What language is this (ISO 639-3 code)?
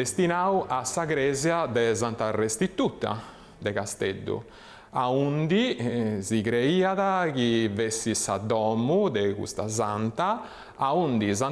srd